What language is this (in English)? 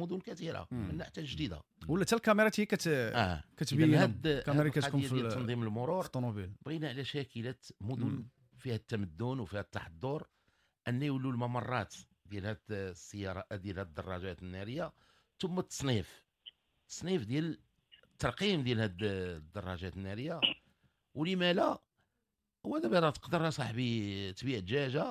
Moroccan Arabic